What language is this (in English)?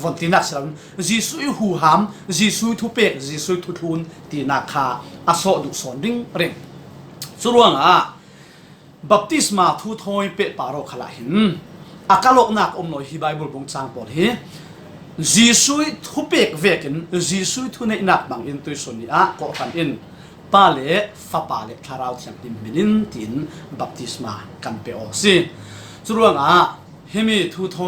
Falam Chin